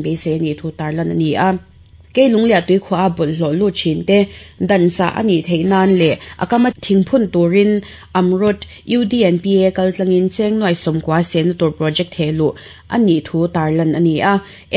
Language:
Mizo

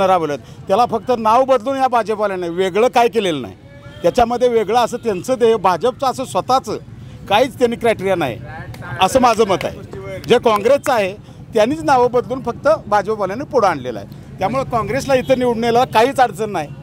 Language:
Marathi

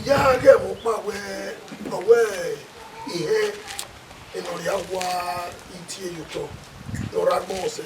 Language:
Bini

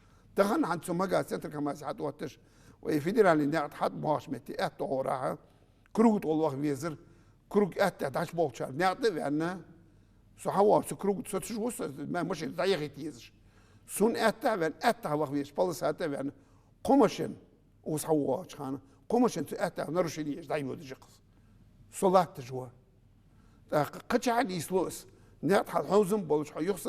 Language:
Ingush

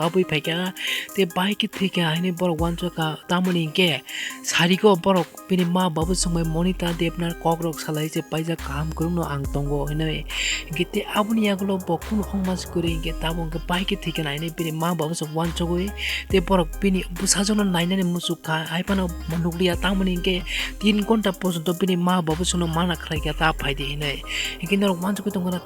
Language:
Kok Borok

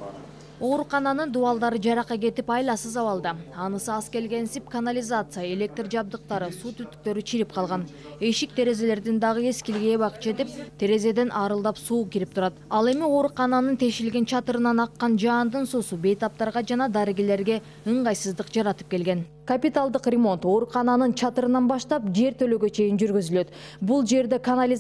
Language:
Kyrgyz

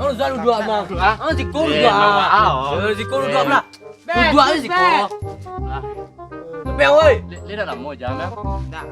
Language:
Minangkabau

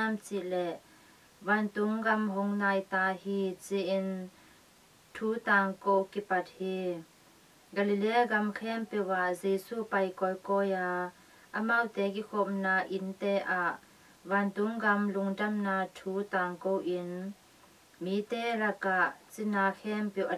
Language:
Tedim Chin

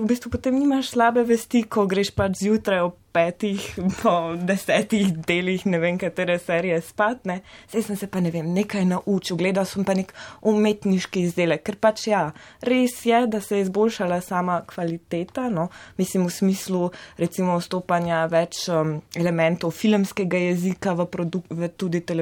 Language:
Slovenian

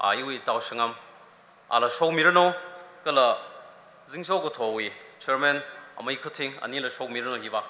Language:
Tangkhul Naga (India)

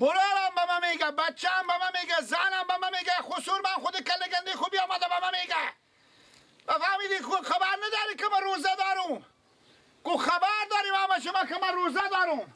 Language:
Persian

